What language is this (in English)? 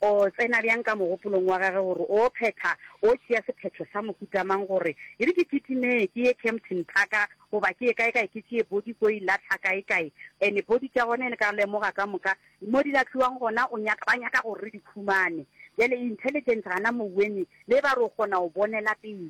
Northern Sotho